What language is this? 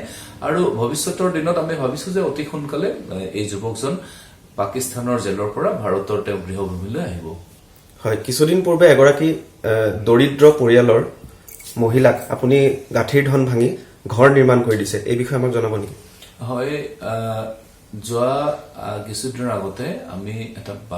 Assamese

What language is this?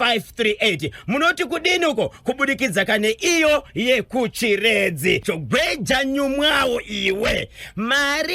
Shona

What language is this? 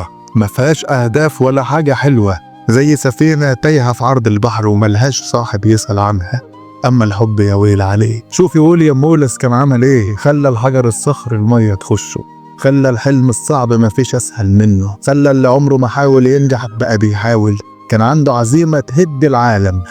Egyptian Arabic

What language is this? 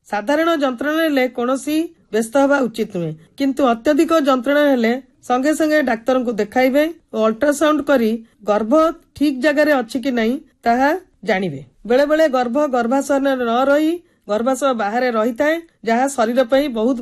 Odia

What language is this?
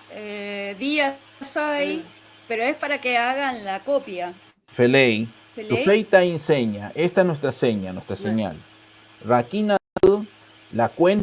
Mapuche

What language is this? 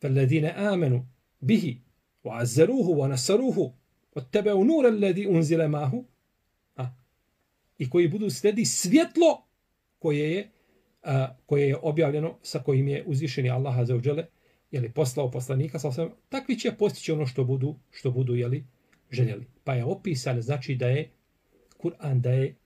Bosnian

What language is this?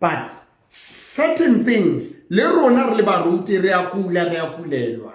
Southern Sotho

